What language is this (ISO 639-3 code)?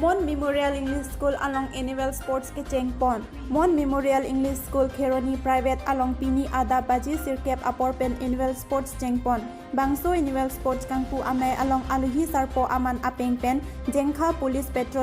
mjw